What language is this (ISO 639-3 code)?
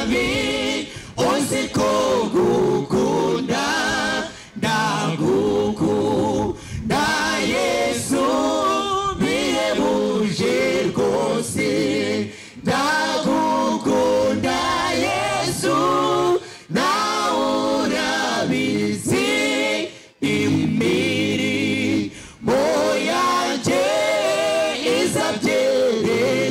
kin